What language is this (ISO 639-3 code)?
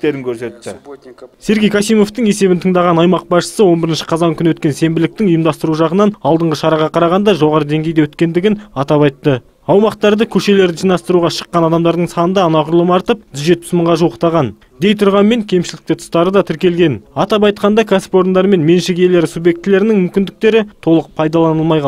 kaz